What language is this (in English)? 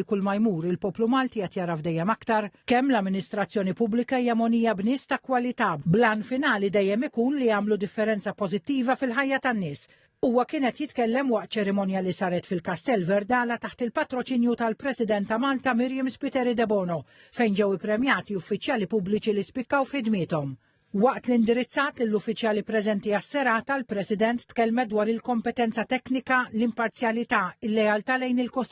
Maltese